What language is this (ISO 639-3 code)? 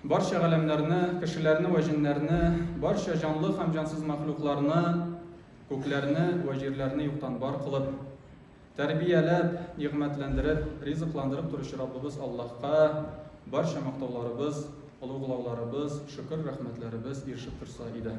tat